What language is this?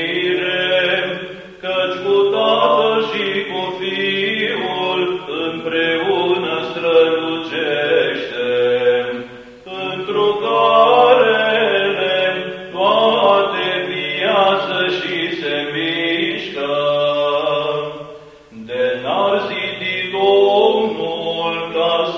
Romanian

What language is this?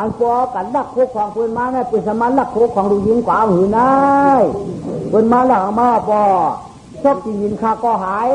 Shan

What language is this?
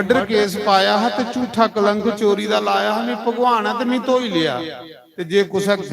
Dogri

